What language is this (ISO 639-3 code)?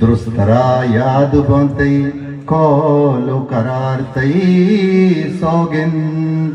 bgp